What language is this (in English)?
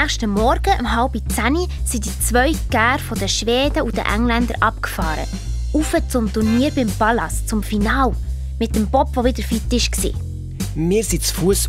Swiss German